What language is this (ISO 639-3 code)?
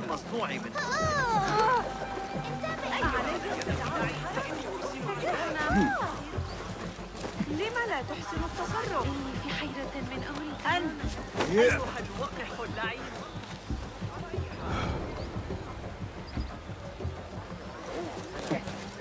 ara